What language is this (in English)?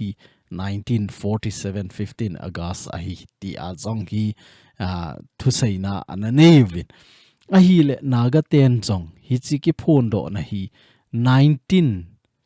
Thado Chin